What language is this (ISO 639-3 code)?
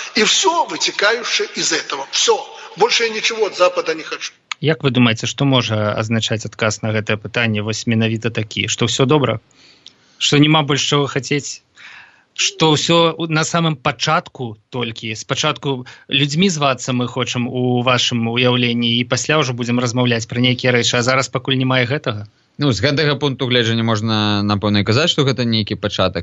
bel